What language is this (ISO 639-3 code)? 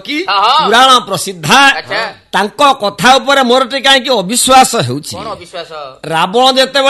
ori